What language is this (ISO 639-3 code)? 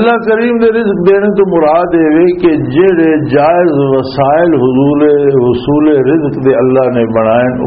lah